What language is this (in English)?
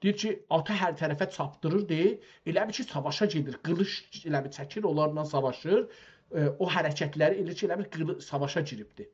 South Azerbaijani